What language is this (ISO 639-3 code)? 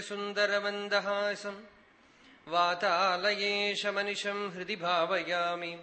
san